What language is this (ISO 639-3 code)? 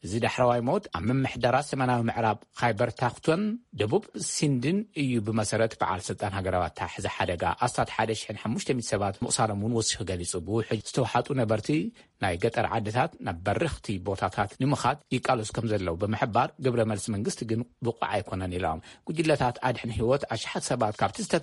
tir